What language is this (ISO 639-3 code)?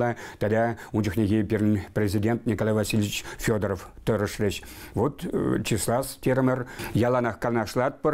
chv